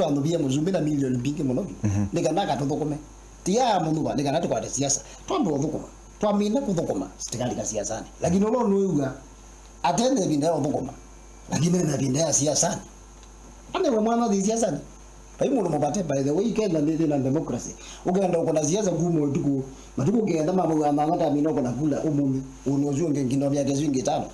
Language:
Kamba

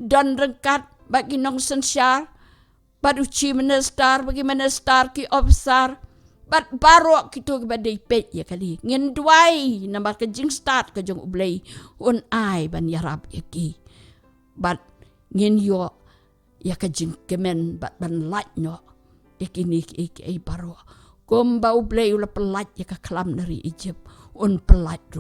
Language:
Khasi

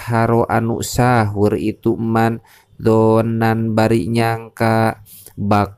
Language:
Sundanese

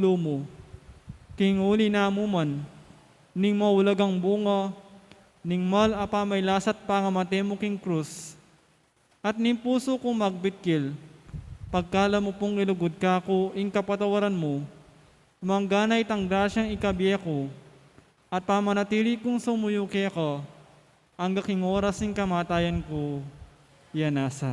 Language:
Pampanga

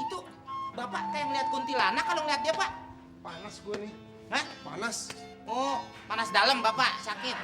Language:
Betawi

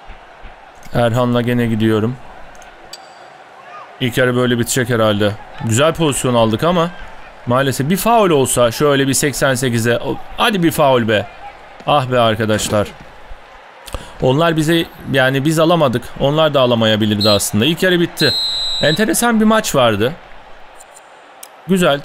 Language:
Turkish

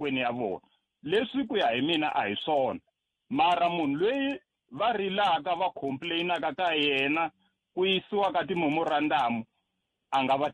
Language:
Tsonga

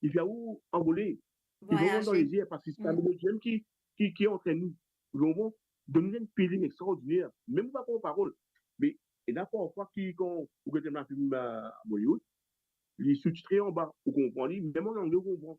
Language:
Morisyen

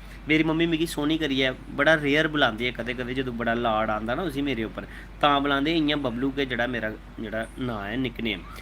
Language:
Dogri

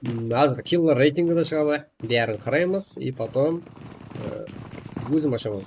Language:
Kara-Kalpak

